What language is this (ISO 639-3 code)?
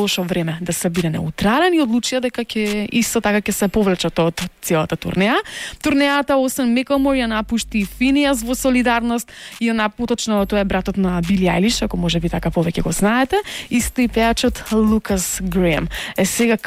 mkd